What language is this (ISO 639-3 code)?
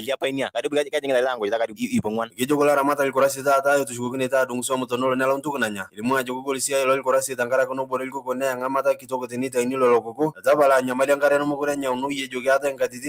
mas